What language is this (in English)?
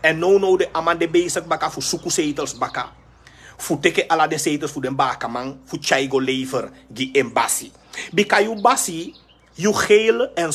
Sranan Tongo